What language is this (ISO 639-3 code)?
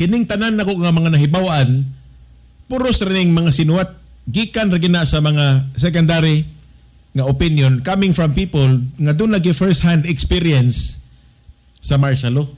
ceb